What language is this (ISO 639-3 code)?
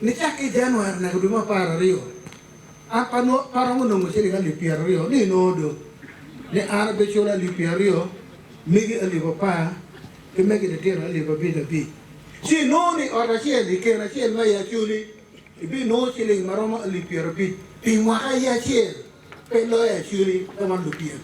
ach